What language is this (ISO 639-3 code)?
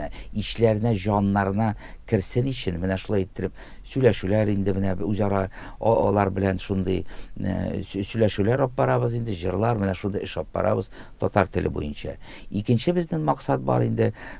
tat